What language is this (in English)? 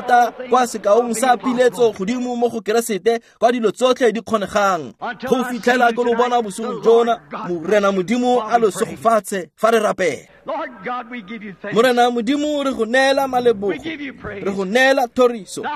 Tswana